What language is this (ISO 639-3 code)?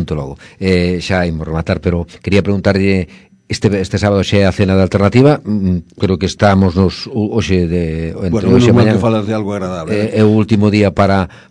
glg